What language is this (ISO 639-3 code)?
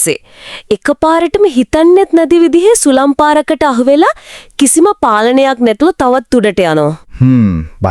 sin